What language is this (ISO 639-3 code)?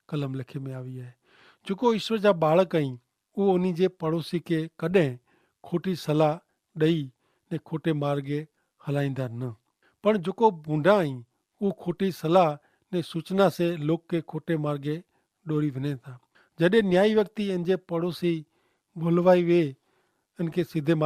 kfr